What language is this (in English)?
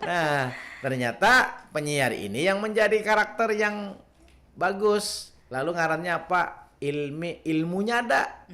Banjar